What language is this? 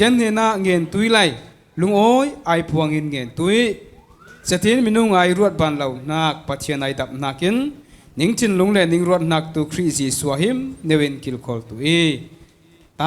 Falam Chin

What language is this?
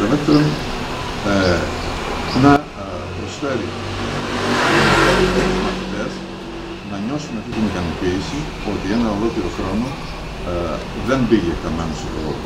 Greek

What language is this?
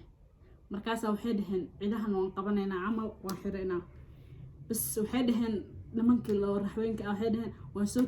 Somali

